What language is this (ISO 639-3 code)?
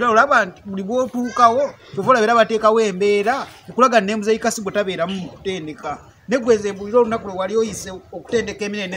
lug